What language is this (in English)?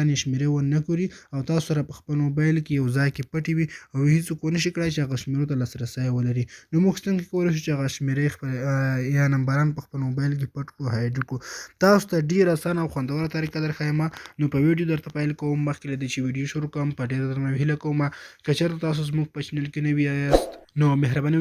Pashto